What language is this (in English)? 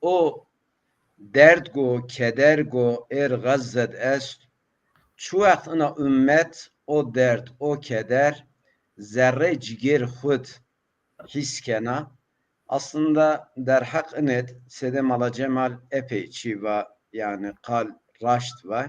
Zaza